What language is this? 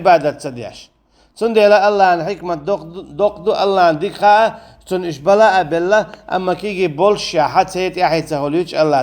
Chechen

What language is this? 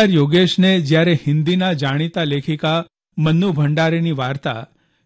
Gujarati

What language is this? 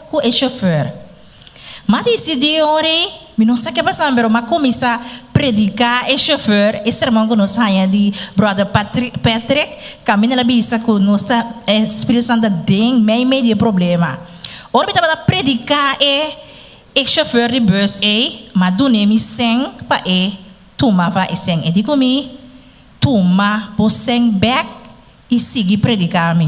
Papiamento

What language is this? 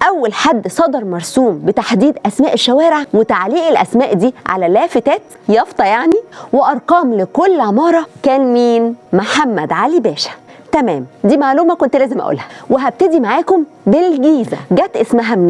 Egyptian Arabic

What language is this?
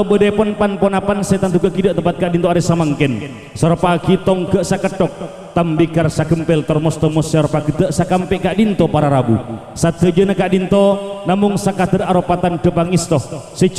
Madurese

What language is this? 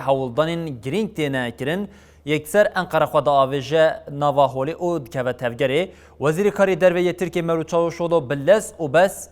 Kurdish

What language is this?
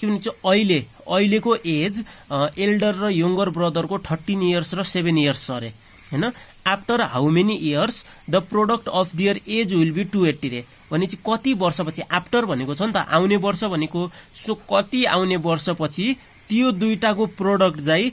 Nepali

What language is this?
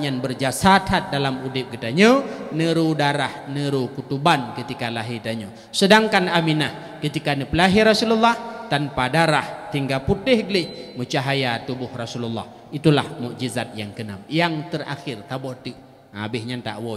Achinese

